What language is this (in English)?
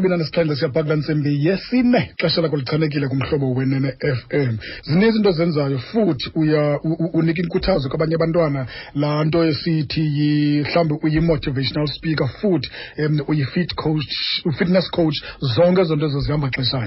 Xhosa